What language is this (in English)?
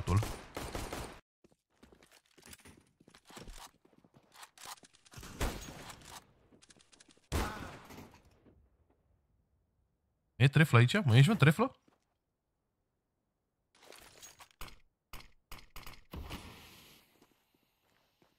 Romanian